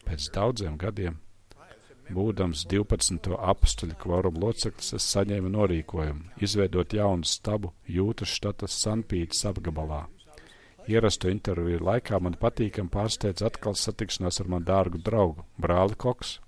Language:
Latvian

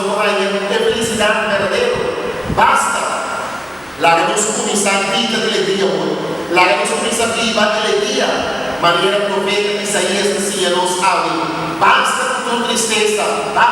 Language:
Papiamento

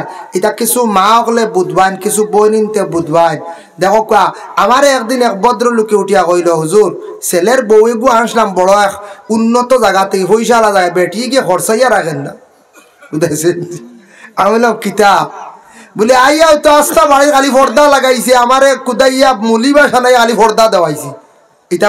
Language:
Sylheti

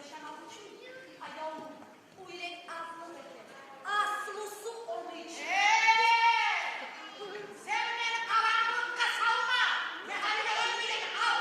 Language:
Kumyk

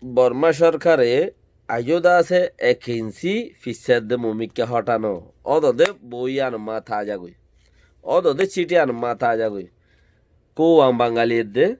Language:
Rohingya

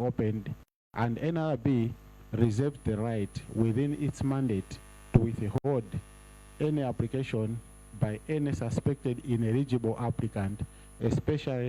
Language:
Nyanja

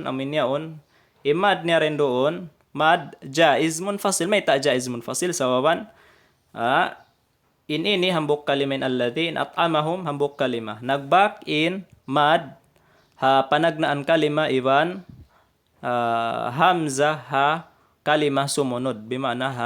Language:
Tausug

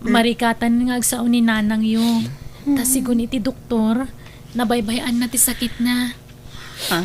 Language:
Iloko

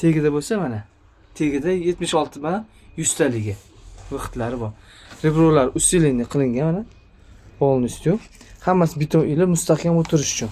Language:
Uzbek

